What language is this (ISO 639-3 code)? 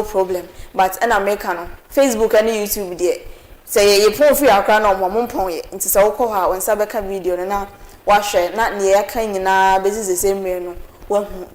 aka